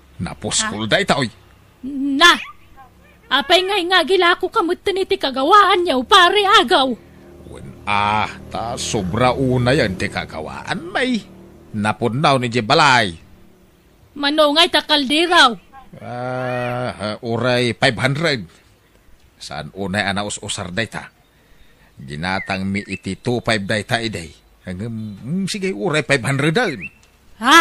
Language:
Iloko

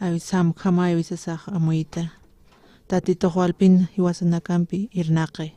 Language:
Aymara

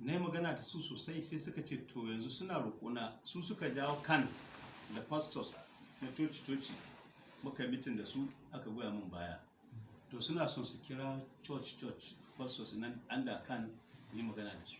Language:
Hausa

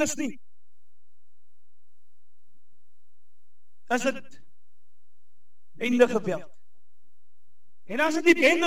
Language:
Afrikaans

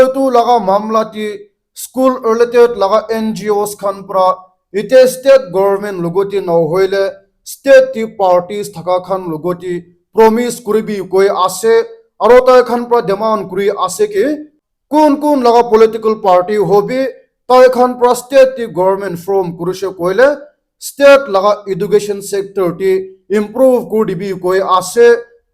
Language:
Naga Pidgin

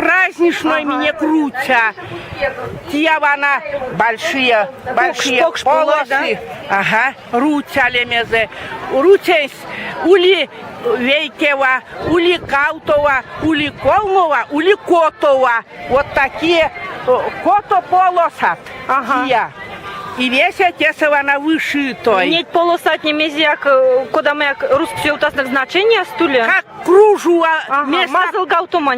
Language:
Erzya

